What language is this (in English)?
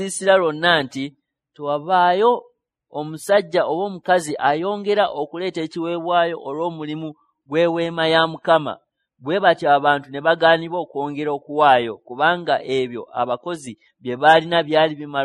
Ganda